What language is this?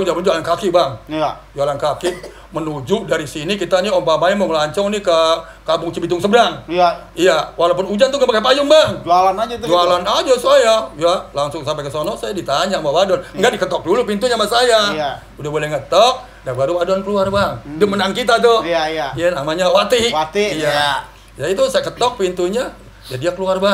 Betawi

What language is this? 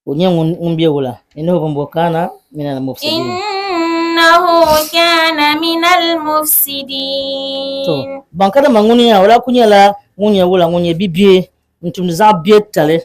Dagbani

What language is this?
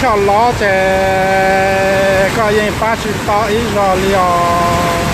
Hmong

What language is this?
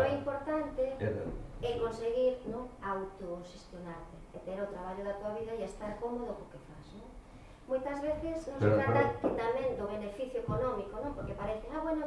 Galician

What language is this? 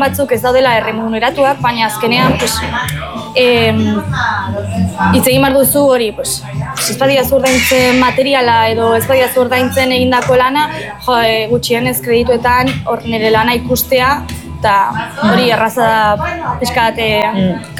Basque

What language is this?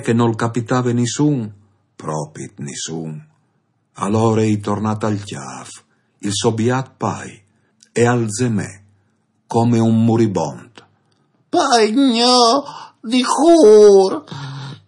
Friulian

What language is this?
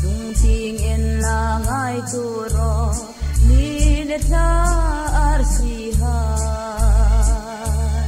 Hmar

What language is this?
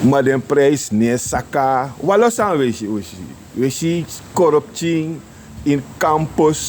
Sranan Tongo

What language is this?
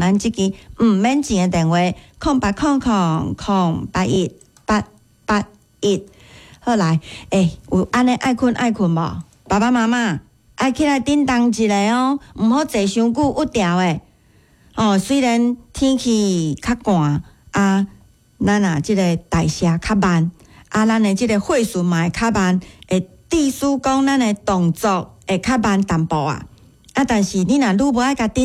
Min Nan Chinese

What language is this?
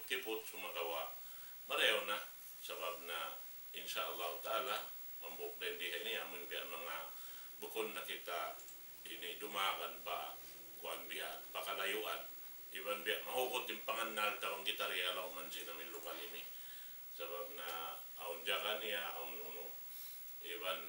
Tausug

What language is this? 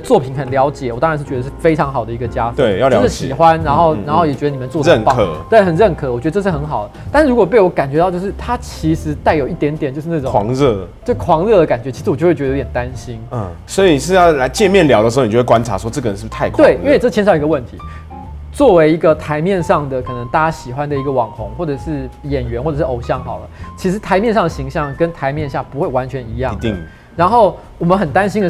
Chinese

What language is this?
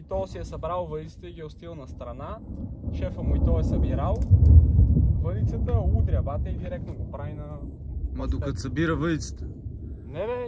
Bulgarian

